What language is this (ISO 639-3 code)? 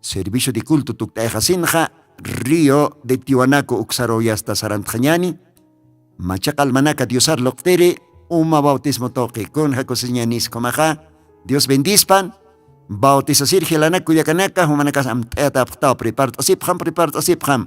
aym